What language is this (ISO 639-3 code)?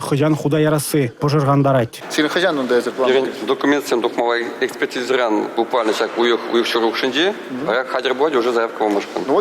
chv